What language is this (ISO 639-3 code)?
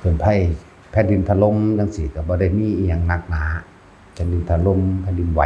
tts